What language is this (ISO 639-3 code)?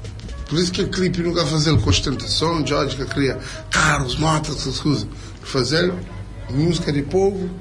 kea